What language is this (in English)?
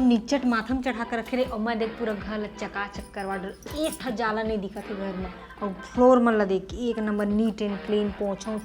Chhattisgarhi